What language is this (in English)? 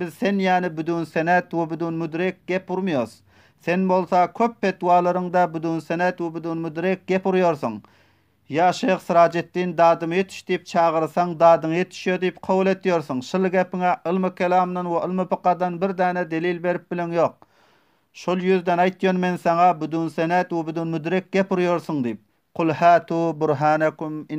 Turkmen